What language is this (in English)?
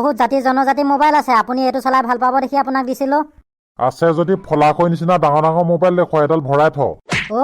Assamese